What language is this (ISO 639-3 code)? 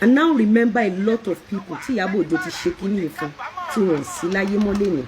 yor